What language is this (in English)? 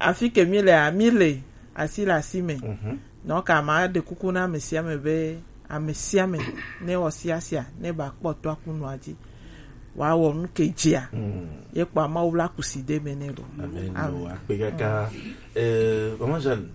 Gen